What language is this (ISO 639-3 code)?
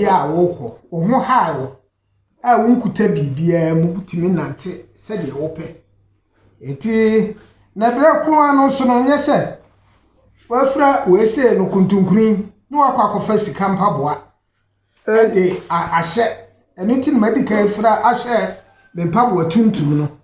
aka